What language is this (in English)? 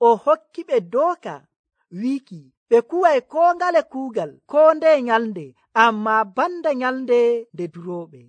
Nigerian Fulfulde